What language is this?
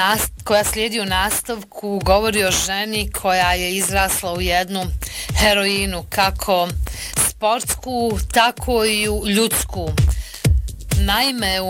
Bosnian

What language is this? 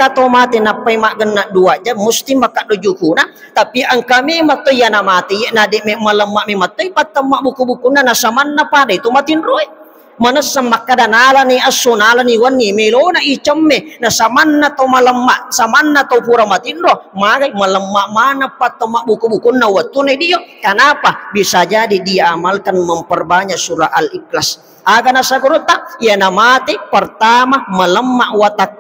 Buginese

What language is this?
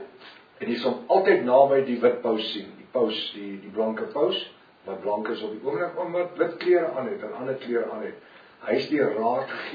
Afrikaans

